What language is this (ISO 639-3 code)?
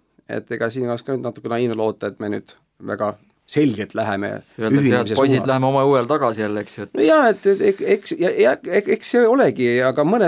est